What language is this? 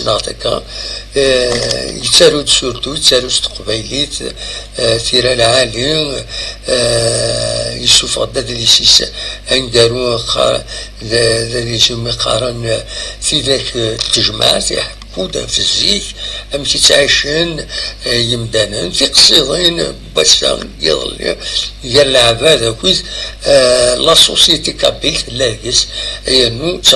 Kabyle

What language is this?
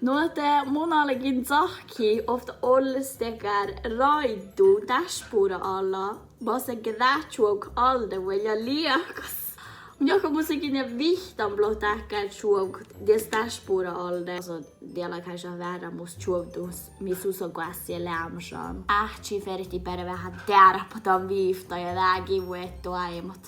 Northern Sami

